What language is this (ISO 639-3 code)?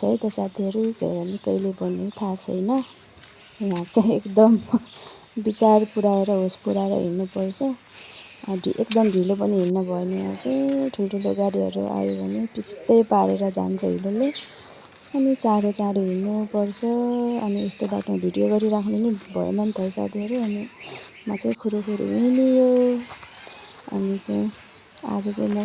nep